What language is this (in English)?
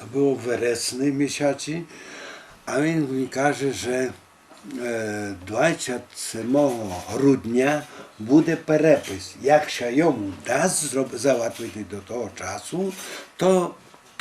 Rusyn